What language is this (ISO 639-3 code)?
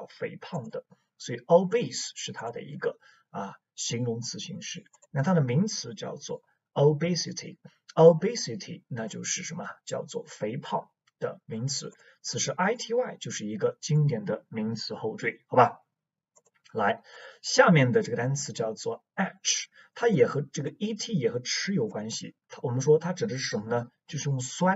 zho